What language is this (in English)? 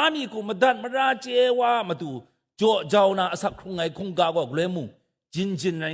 Kachin